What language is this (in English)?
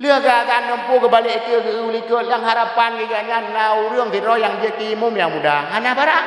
Achinese